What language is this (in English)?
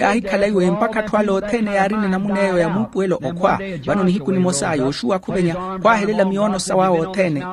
Makhuwa